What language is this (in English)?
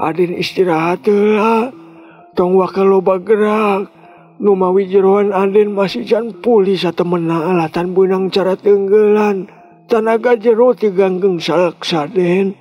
Sundanese